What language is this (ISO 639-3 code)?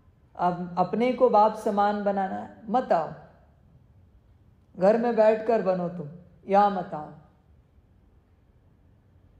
hin